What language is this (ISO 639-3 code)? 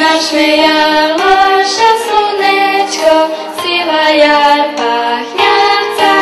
rue